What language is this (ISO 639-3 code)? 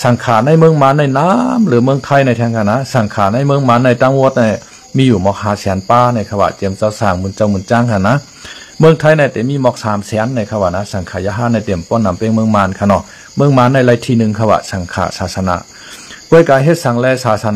shn